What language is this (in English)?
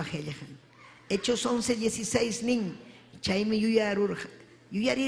Ayacucho Quechua